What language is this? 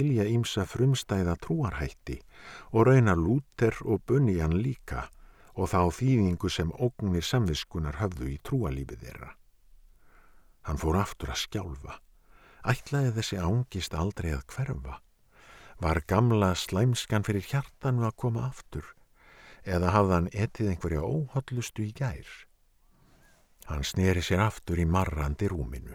Icelandic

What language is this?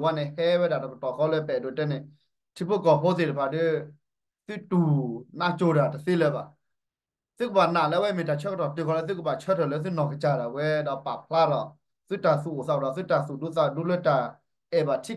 S'gaw Karen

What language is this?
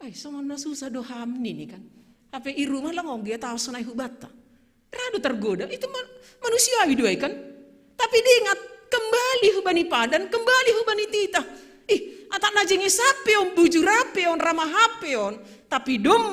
Batak Simalungun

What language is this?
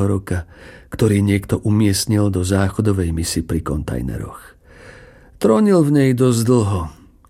Slovak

